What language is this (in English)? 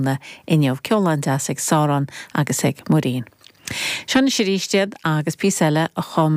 Irish